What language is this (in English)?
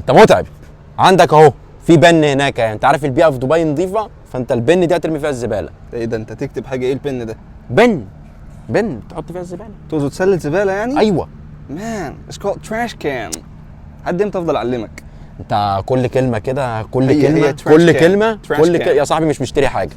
Egyptian Arabic